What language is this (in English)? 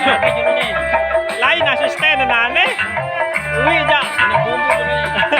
Sasak